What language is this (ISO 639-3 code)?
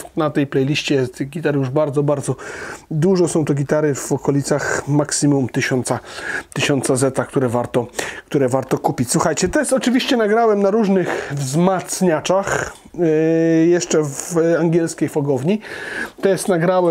pol